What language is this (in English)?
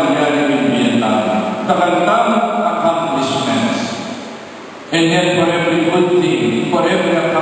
Pampanga